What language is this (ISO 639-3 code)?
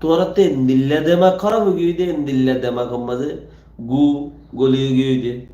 rhg